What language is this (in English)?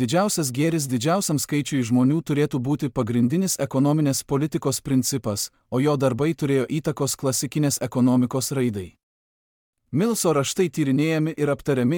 Lithuanian